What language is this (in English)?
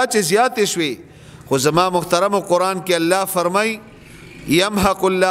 Pashto